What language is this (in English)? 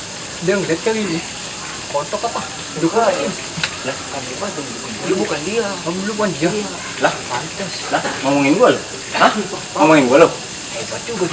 Betawi